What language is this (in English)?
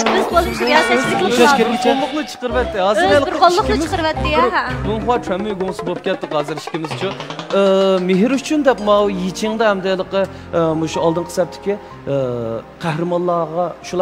Uyghur